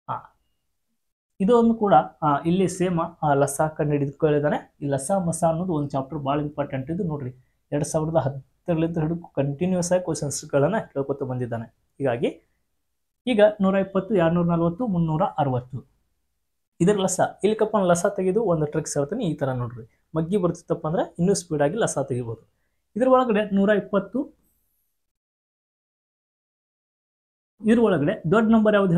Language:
Kannada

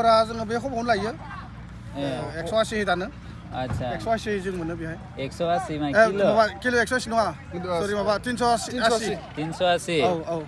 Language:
Bodo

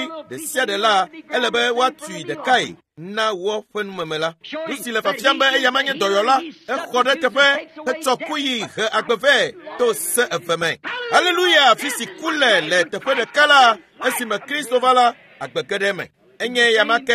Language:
Ewe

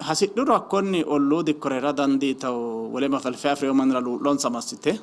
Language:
Sidamo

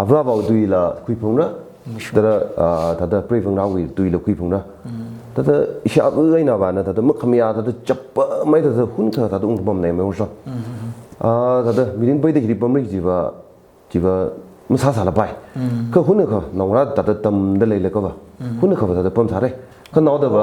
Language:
Tangkhul Naga (India)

